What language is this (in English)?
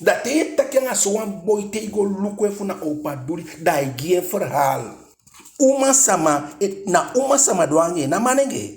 Eastern Maroon Creole